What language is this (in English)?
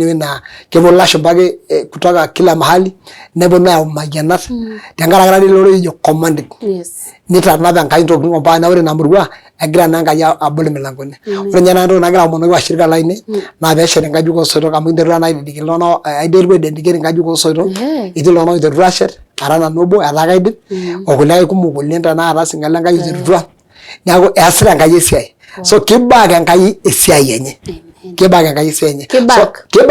Masai